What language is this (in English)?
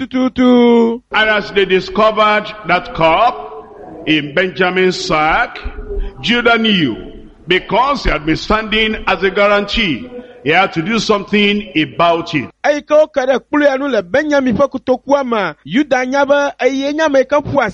Ewe